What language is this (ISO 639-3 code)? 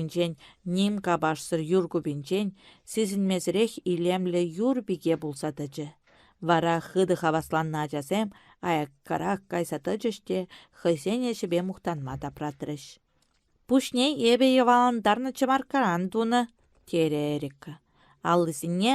chv